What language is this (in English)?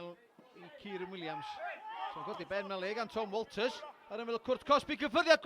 Welsh